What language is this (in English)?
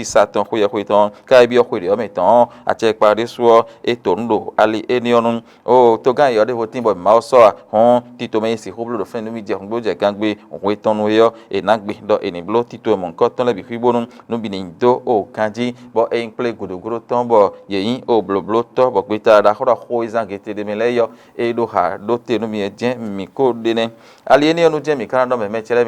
Fon